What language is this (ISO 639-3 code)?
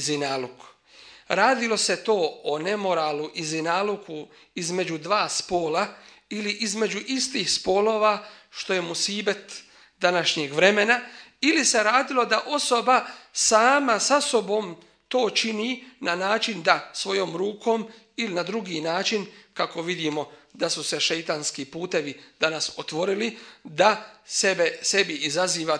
bos